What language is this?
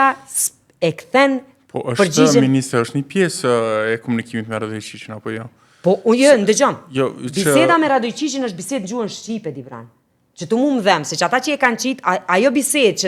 Albanian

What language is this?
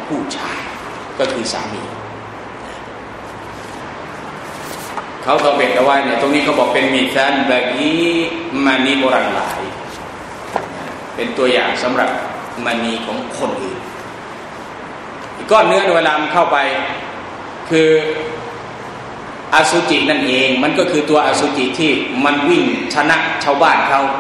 Thai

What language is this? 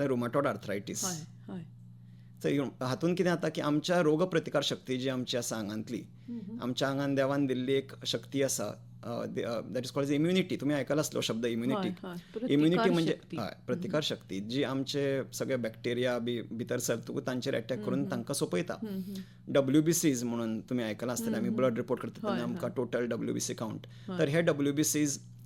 Konkani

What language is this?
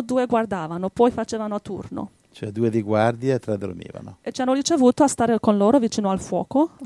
Italian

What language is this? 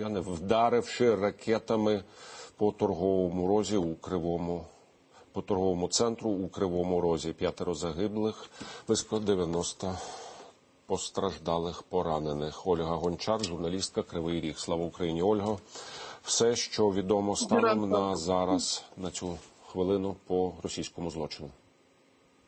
Ukrainian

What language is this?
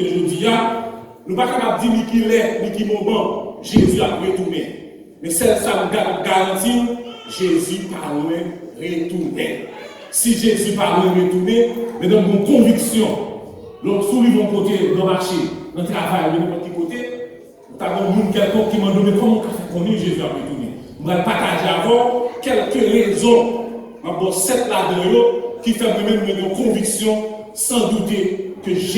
Haitian Creole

